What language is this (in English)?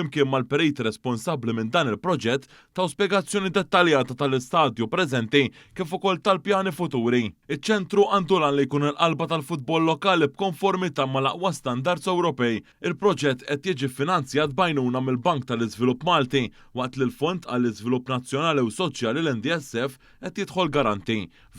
Maltese